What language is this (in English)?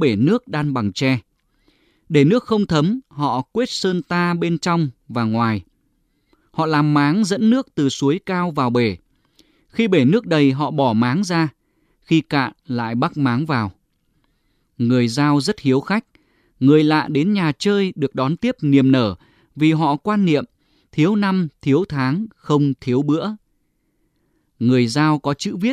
Vietnamese